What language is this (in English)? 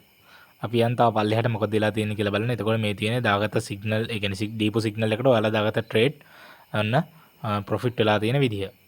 Sinhala